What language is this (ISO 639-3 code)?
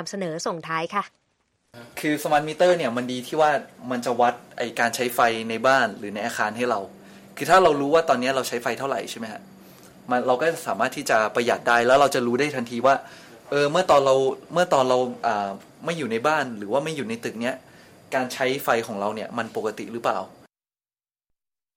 tha